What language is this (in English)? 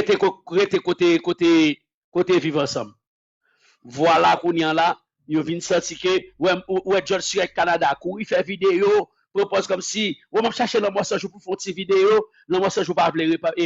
Haitian Creole